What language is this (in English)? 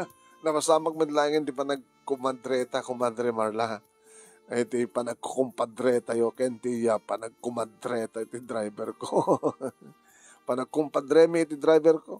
Iloko